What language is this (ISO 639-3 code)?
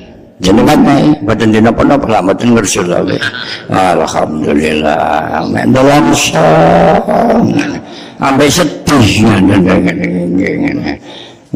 jav